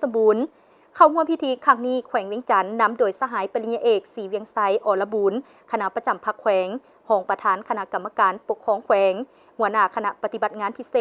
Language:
Lao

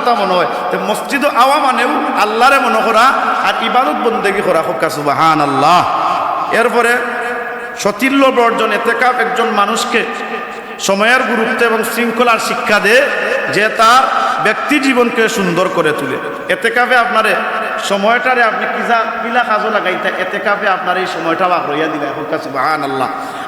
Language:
Sylheti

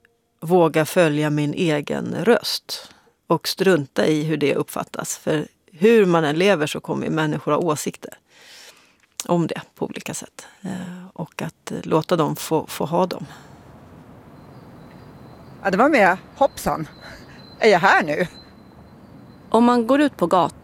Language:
Swedish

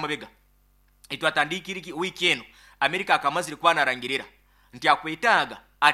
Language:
Nyankole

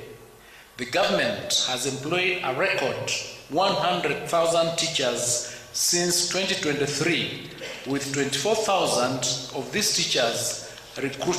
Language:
Gusii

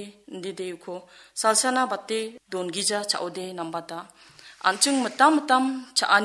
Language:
Garo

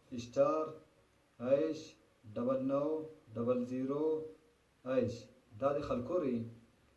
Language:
Brahui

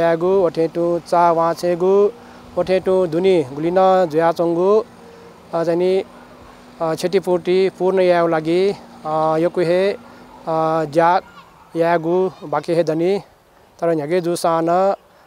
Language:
Newari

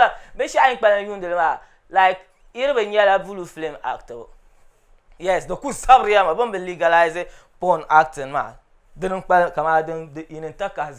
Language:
Dagbani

